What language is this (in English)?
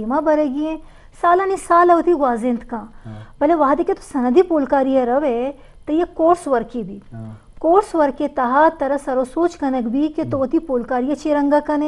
Eastern Balochi